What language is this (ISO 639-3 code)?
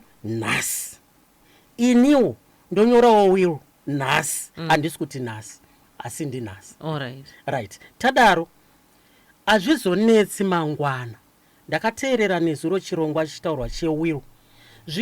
sna